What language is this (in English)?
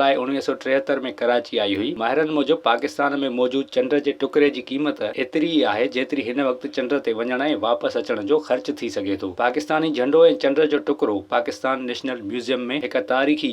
Sindhi